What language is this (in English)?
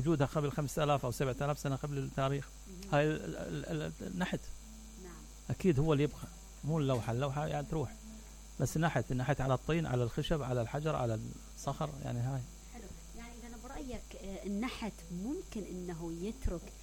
Mesopotamian Arabic